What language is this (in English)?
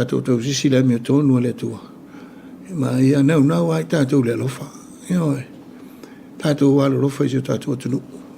Samoan